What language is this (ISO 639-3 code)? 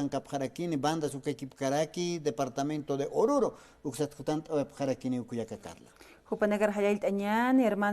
aym